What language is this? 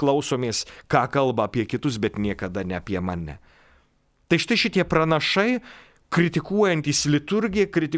Lithuanian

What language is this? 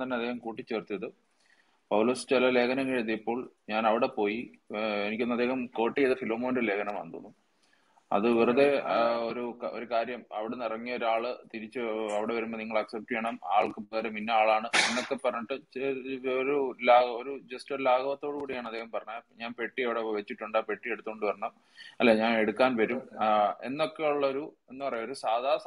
Malayalam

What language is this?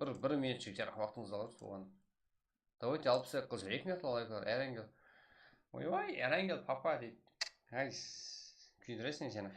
Kara-Kalpak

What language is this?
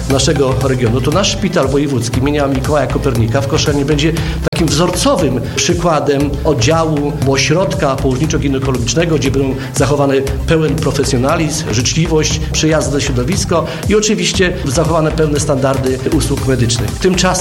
Polish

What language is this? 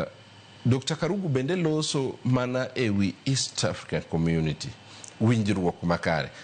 Luo (Kenya and Tanzania)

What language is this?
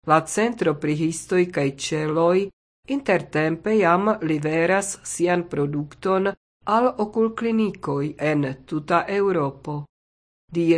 Esperanto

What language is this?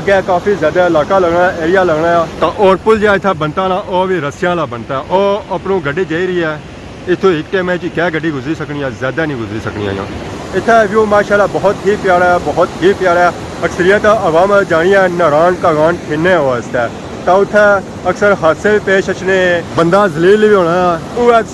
Pahari-Potwari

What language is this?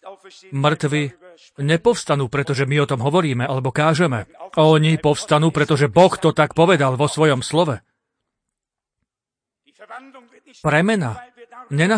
Slovak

